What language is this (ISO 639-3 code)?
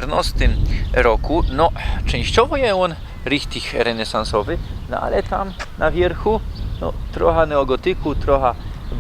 szl